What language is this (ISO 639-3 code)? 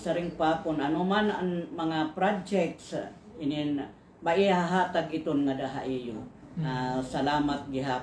war